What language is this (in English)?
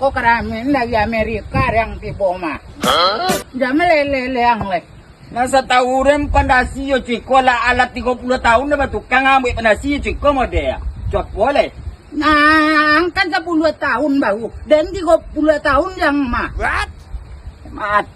Minangkabau